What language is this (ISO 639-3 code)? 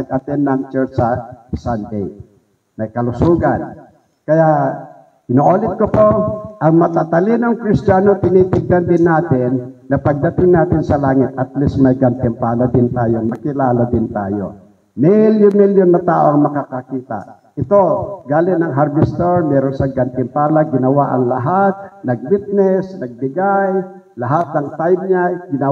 fil